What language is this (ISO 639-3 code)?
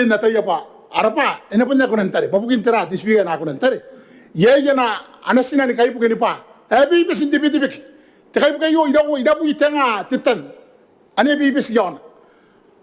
gil